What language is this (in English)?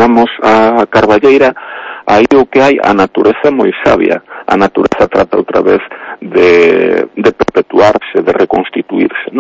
Galician